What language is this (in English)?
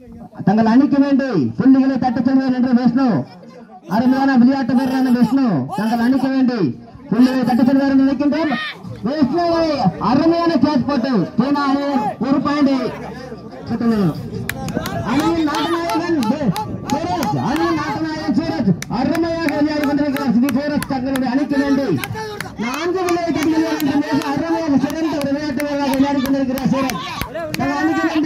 Tamil